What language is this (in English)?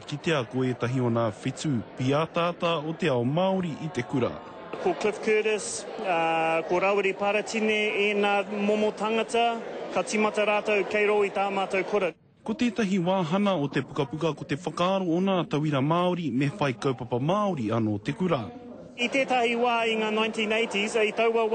Māori